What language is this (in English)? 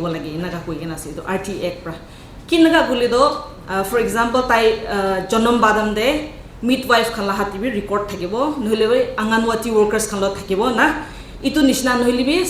Naga Pidgin